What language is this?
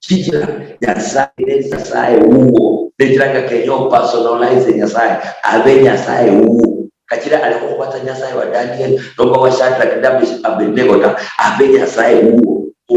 Luyia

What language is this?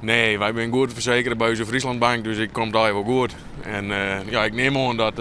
Western Frisian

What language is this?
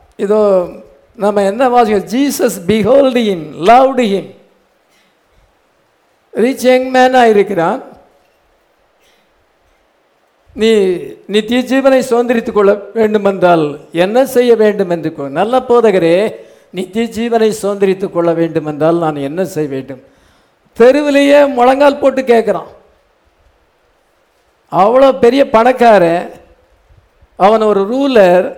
Tamil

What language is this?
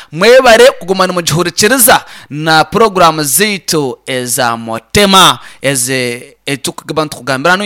Nyankole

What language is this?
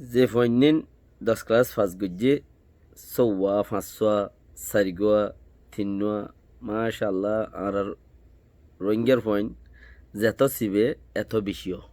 Rohingya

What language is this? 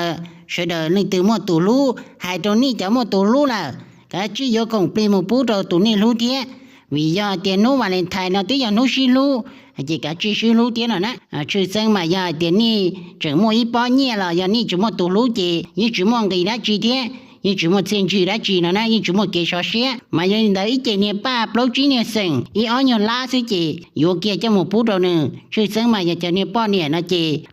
Hmong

